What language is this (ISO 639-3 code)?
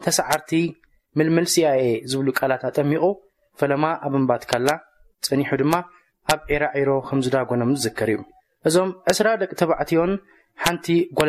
tir